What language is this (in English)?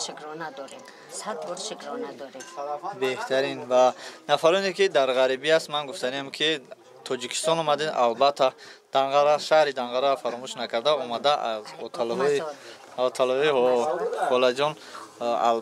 Tajik